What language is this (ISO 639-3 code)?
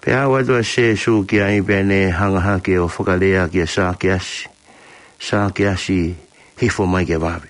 ton